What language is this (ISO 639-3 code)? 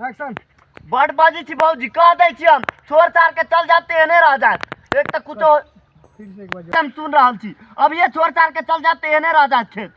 mai